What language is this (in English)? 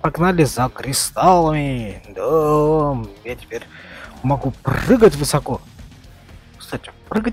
Russian